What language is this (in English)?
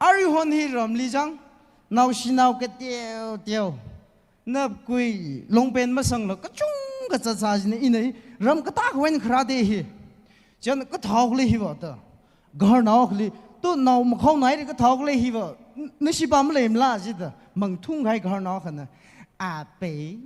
Tangkhul Naga (India)